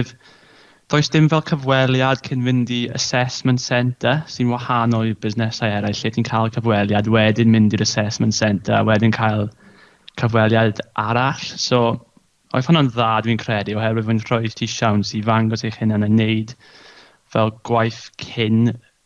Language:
Welsh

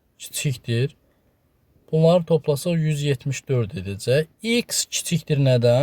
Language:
Azerbaijani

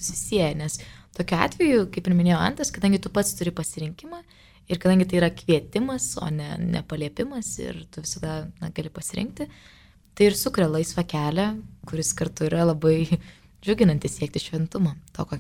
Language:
Lithuanian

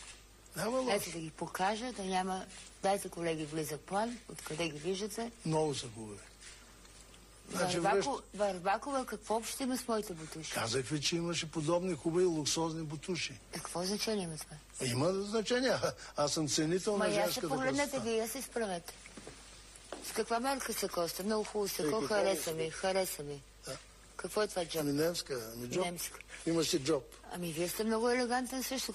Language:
Bulgarian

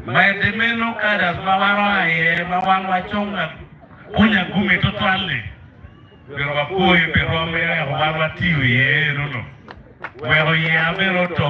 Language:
Acoli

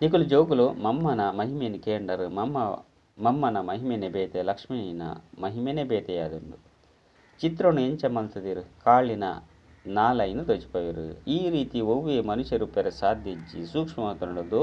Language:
Tulu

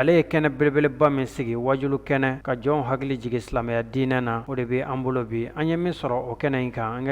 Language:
Bambara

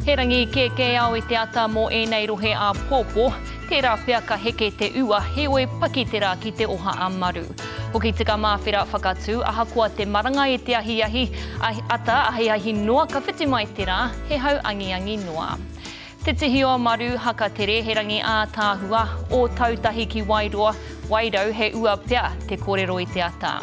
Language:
Māori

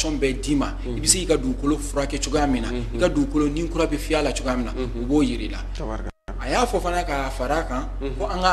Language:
Bambara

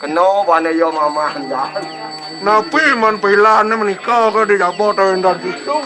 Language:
Balinese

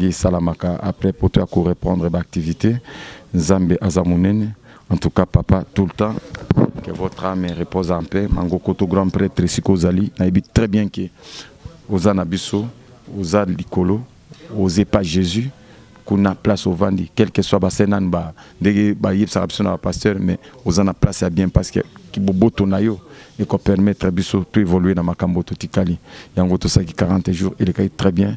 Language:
Lingala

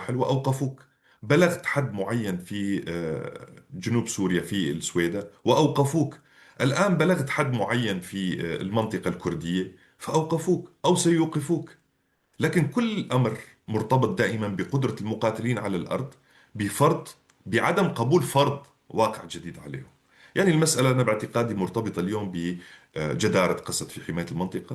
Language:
North Levantine Arabic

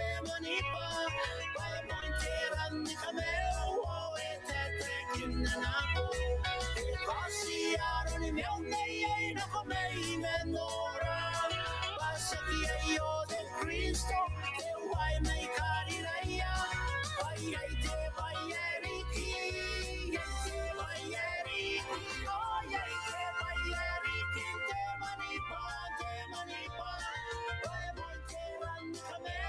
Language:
Gilbertese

